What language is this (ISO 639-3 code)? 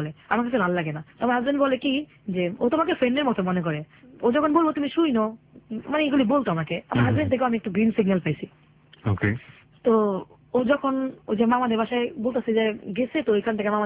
ben